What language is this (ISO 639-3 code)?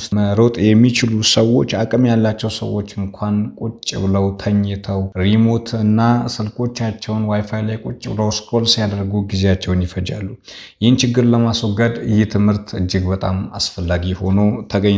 amh